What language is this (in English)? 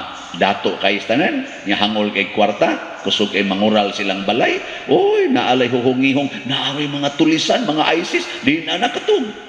Cebuano